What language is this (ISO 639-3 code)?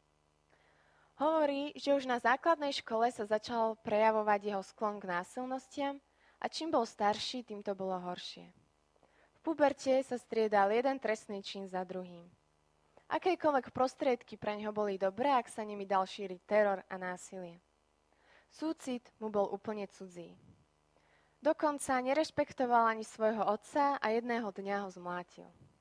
slk